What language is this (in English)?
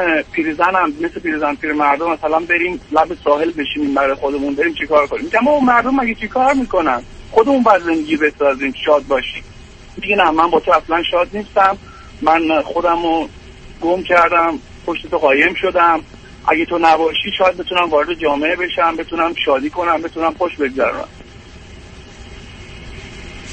Persian